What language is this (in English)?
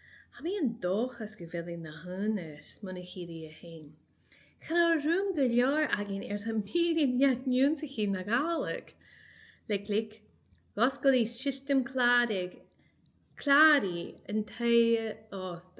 Scottish Gaelic